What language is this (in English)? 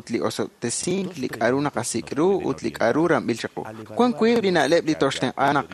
Kekchí